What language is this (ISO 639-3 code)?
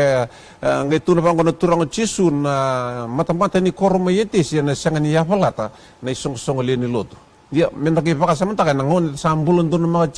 fij